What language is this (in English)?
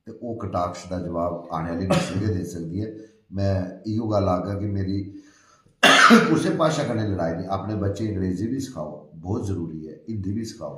Dogri